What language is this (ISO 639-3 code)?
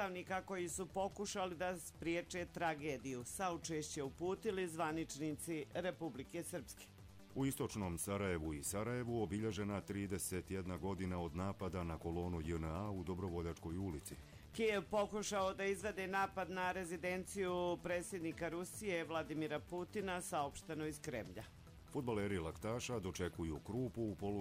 hrv